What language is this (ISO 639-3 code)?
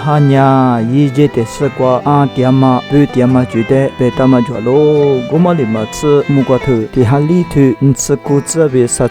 lis